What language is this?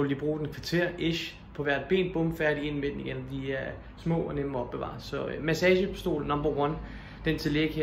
Danish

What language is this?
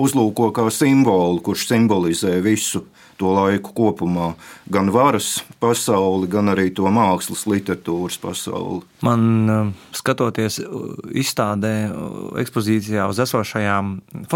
Latvian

